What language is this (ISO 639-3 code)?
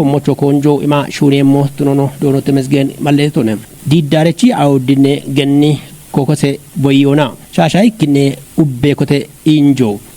kbr